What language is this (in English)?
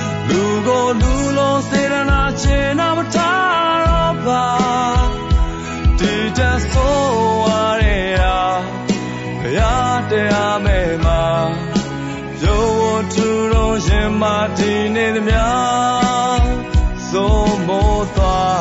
Burmese